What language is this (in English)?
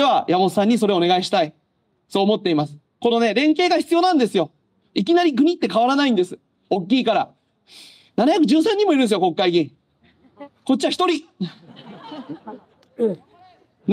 Japanese